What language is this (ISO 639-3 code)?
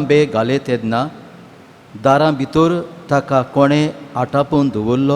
kok